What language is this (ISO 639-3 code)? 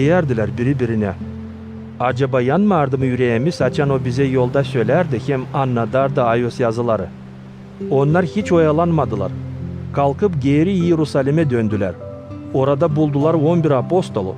gag